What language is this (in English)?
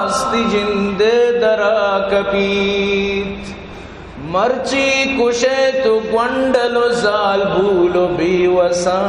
Eastern Balochi